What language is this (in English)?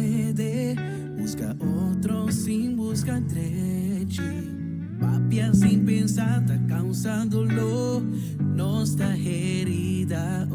Papiamento